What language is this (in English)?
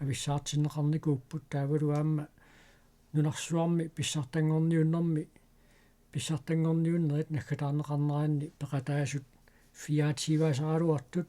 Kalaallisut